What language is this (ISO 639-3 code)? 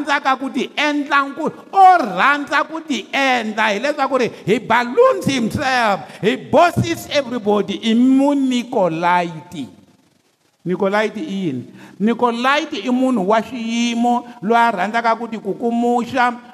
tso